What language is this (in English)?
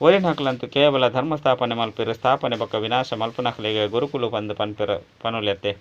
Tulu